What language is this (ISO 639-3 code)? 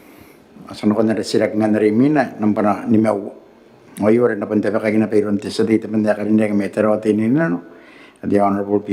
gil